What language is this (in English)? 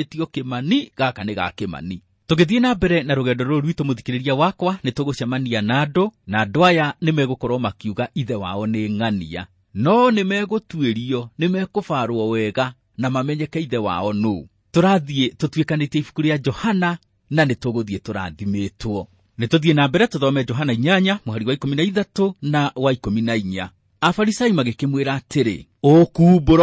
Kikuyu